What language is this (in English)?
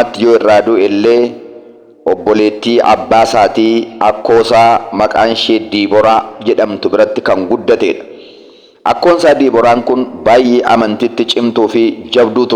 Oromo